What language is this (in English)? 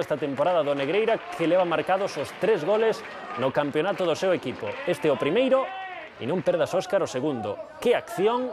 Galician